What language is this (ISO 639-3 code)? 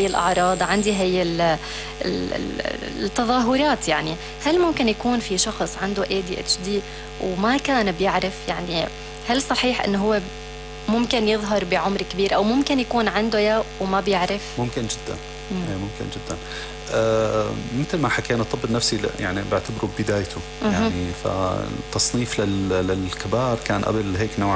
apc